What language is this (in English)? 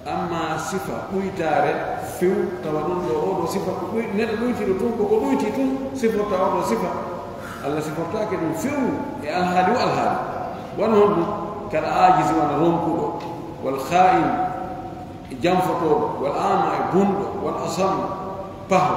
Pular